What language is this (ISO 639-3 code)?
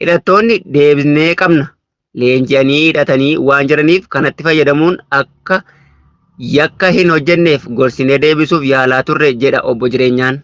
orm